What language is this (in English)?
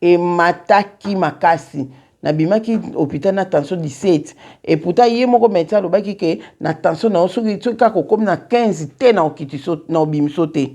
Lingala